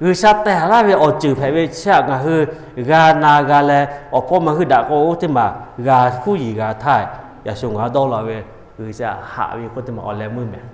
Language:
Lahu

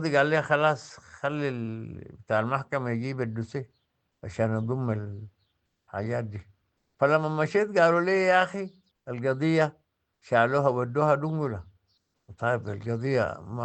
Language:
Sudanese Arabic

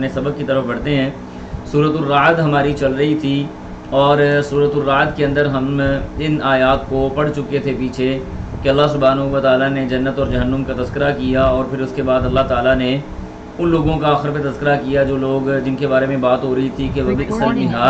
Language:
Urdu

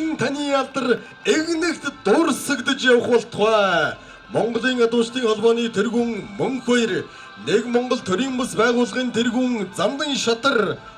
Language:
Mongolian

